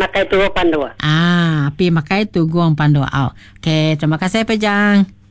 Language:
Iban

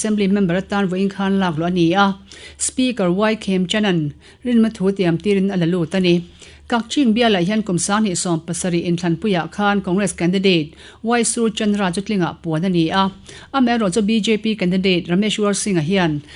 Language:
Mizo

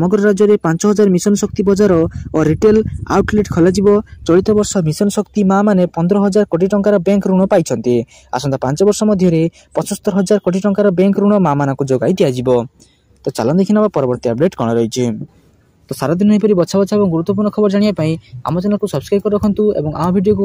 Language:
Odia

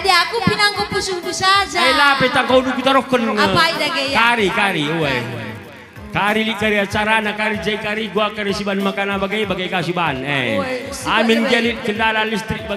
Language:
Batak Karo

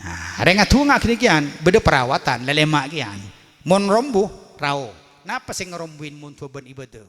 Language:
Madurese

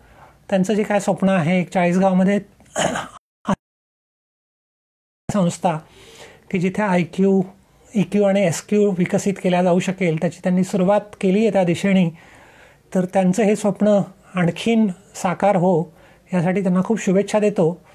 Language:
Marathi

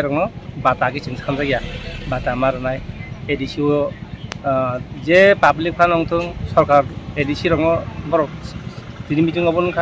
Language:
Kok Borok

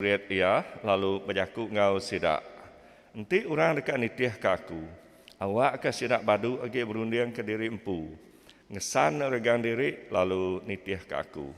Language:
Iban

